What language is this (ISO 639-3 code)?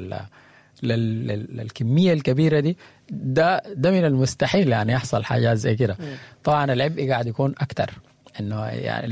apd